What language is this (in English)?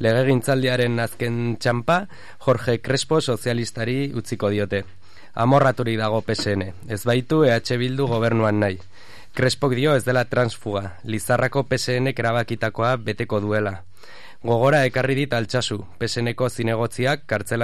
Basque